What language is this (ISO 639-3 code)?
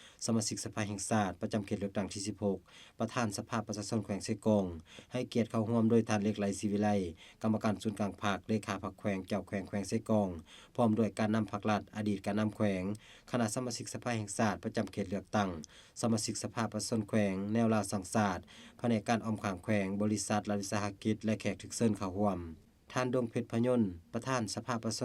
lao